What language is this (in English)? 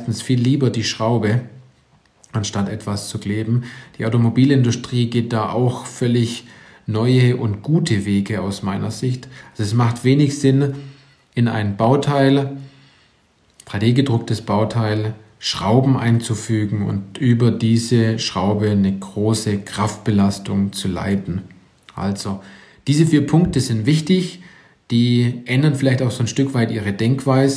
German